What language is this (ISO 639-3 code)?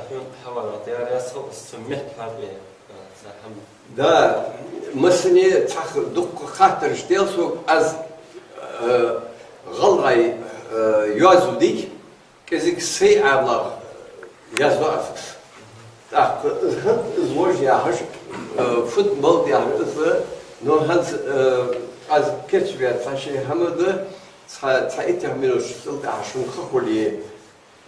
inh